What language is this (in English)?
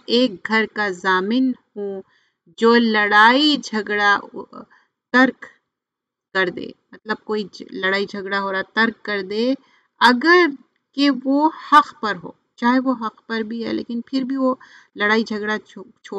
Urdu